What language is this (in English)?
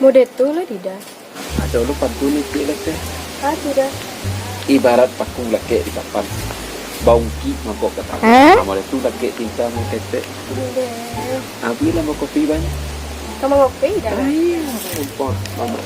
Minangkabau